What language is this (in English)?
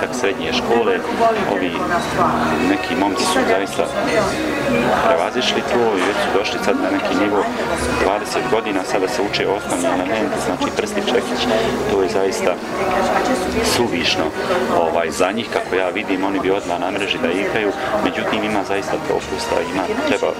Bosnian